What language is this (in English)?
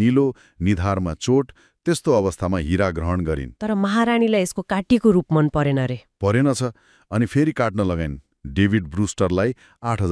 Nepali